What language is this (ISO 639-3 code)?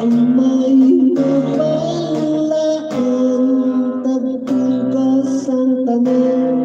hil